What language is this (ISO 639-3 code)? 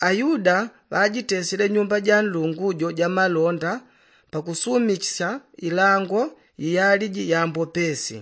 yao